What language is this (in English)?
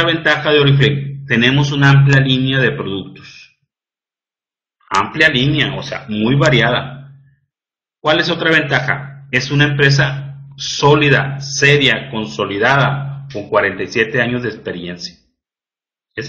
Spanish